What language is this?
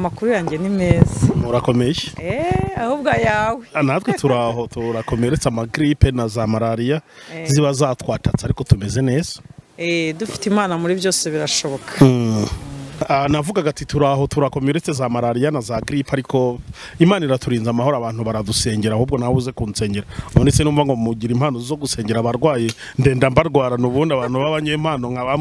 Kinyarwanda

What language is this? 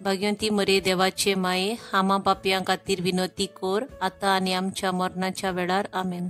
Konkani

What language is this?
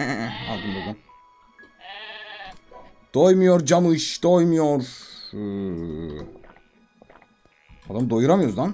Turkish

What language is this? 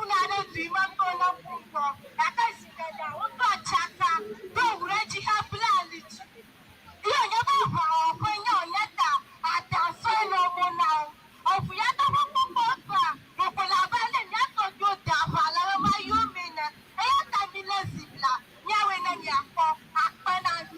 Ewe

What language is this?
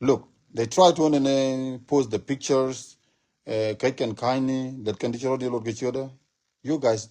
Nuer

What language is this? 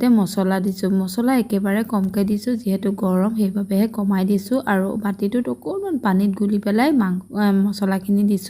Assamese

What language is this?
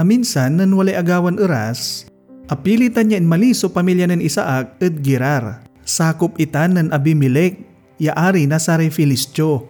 Pangasinan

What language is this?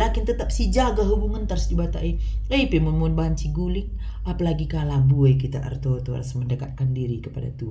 Batak Karo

